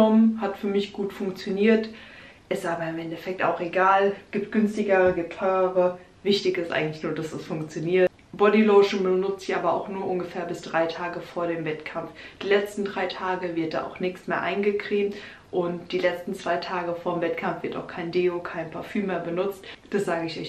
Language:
German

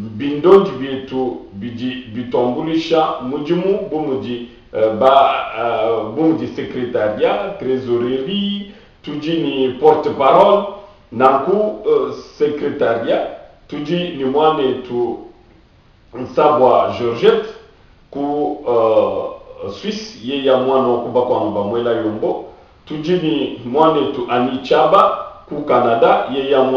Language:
Luba-Lulua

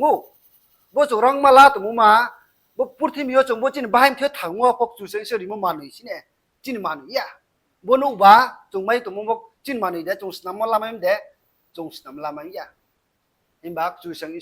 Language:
Riang (India)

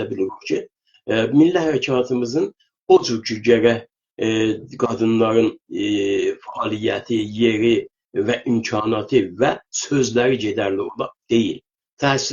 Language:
South Azerbaijani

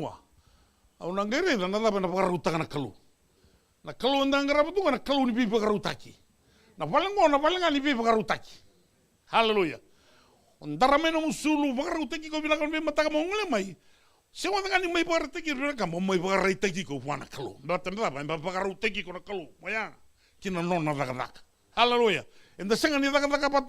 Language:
Fijian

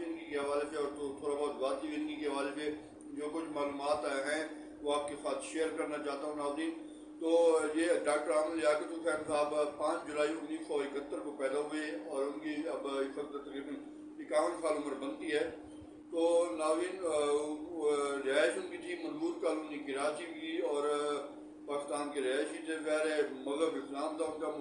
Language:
Urdu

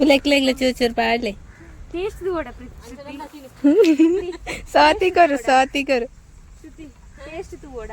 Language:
Tulu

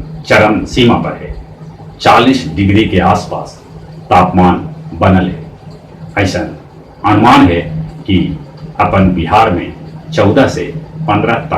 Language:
Magahi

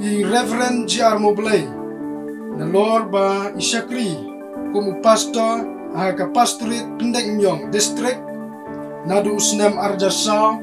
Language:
Khasi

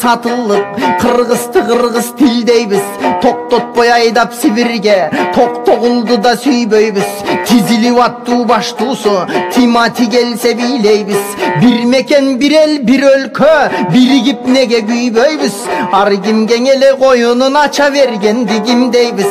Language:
Kyrgyz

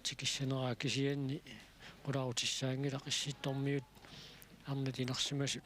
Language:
Kalaallisut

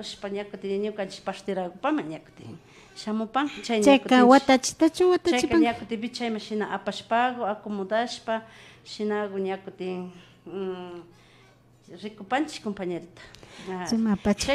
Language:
Imbabura Highland Quichua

